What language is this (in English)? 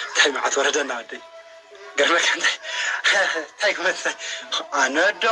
Tigrinya